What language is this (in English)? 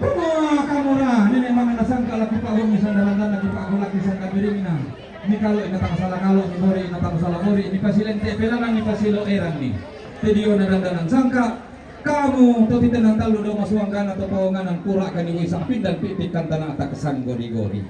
Toraja-Sa'dan